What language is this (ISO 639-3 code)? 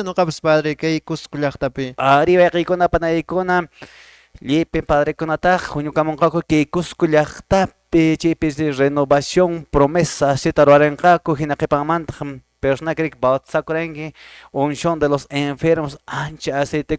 que